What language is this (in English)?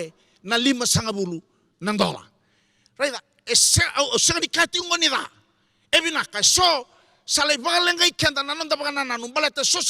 Fijian